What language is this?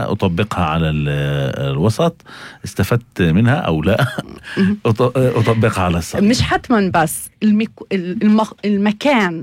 North Levantine Arabic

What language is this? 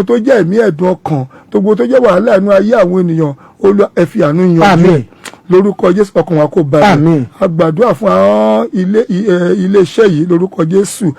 Yoruba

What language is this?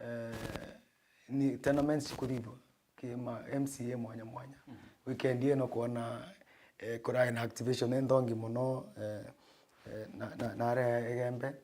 Meru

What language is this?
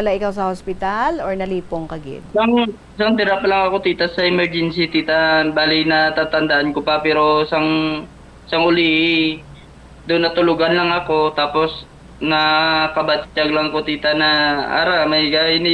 Hiligaynon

